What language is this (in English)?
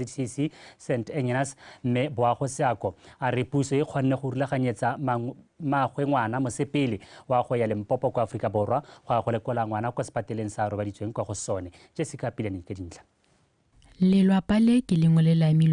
Tswana